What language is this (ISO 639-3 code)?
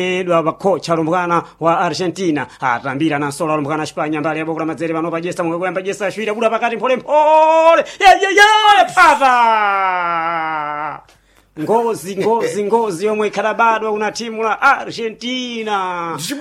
seh